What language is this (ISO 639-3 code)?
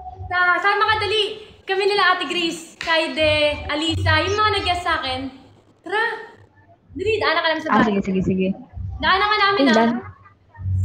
fil